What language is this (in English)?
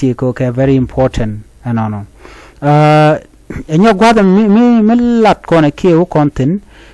Nuer